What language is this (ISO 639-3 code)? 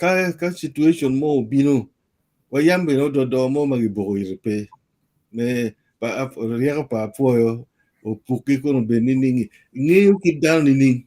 ach